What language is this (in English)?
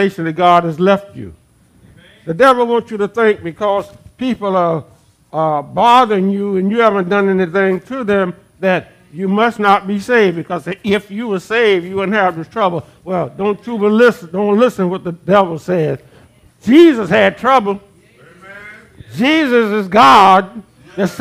English